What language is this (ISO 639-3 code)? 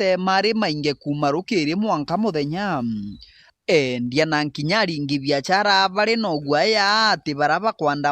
mer